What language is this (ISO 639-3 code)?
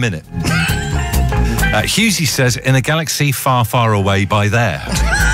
eng